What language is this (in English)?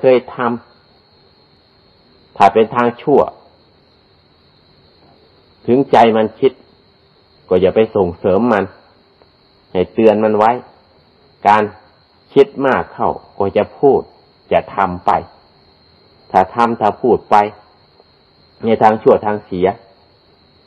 Thai